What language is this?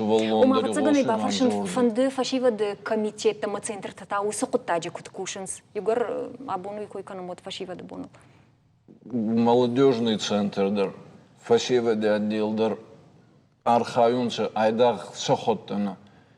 Ossetic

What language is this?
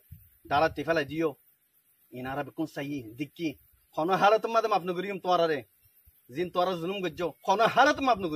Rohingya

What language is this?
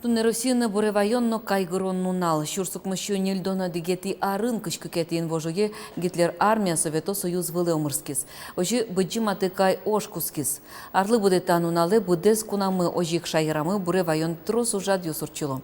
Udmurt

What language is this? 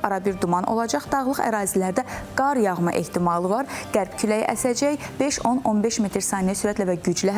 Azerbaijani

